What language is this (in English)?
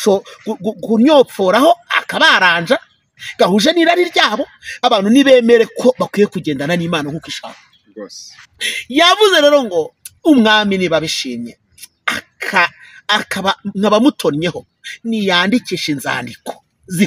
Kinyarwanda